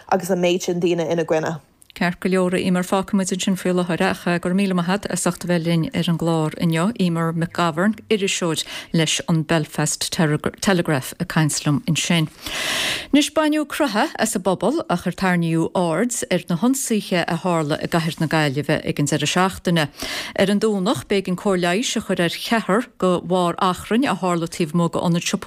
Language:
Irish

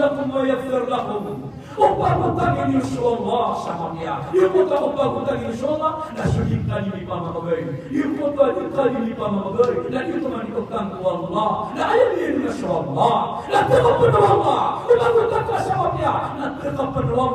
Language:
Maranao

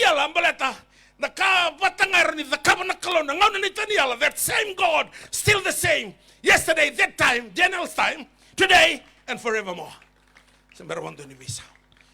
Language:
Fijian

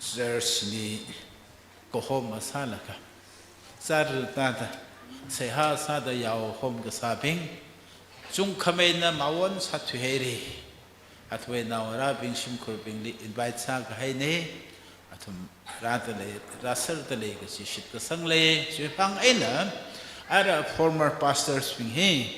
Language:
Tangkhul Naga (India)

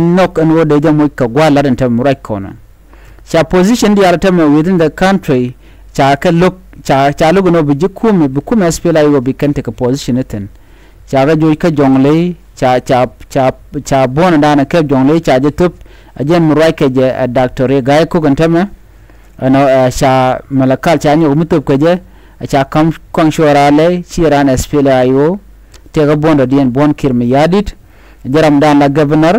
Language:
Nuer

